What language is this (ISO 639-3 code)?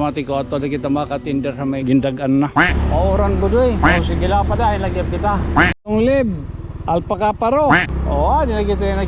war